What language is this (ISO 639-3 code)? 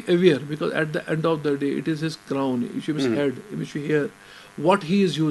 kas